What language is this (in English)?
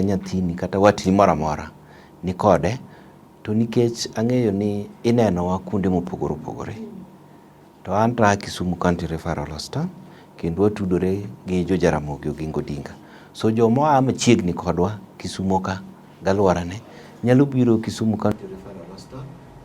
Luo (Kenya and Tanzania)